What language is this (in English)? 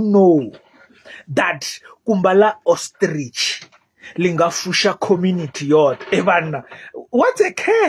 Venda